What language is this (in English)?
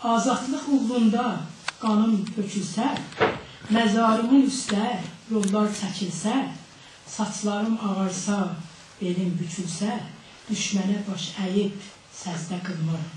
South Azerbaijani